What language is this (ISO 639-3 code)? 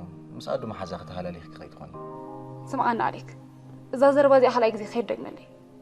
tir